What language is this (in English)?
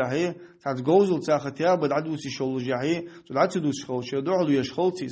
Ingush